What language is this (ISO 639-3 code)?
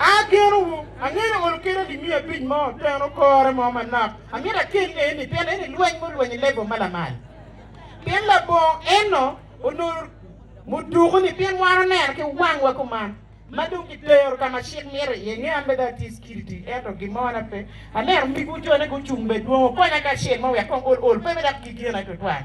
ach